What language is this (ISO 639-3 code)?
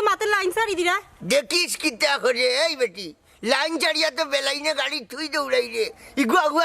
syl